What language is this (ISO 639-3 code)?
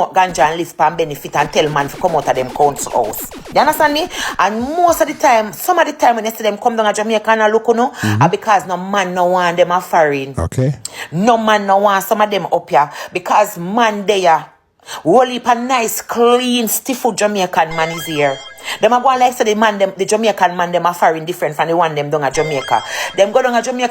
jam